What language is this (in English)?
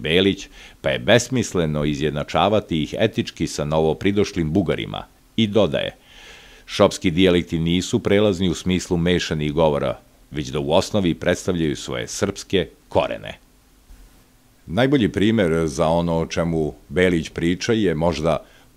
Serbian